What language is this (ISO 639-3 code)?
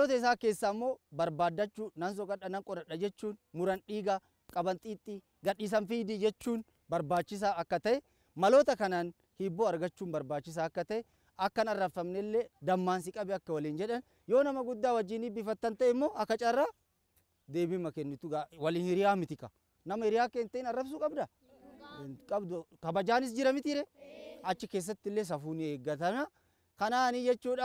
orm